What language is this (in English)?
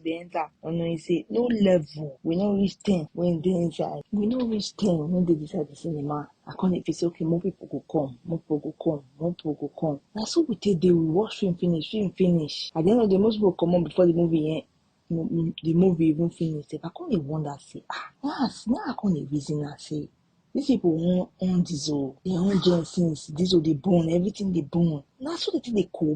Nigerian Pidgin